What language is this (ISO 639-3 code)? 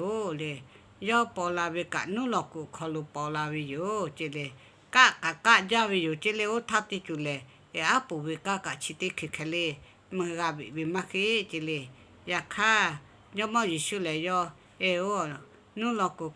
lhu